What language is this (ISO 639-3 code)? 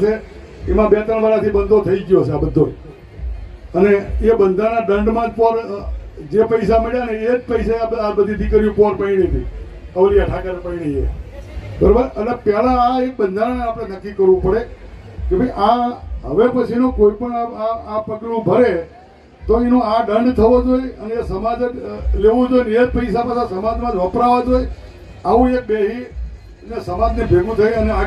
guj